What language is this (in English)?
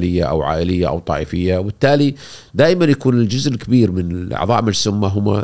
Gulf Arabic